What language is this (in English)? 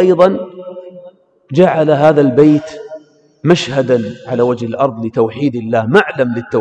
Arabic